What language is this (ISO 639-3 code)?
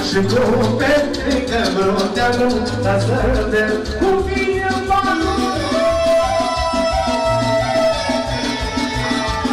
ron